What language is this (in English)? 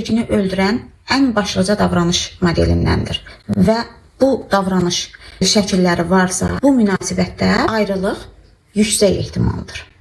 Azerbaijani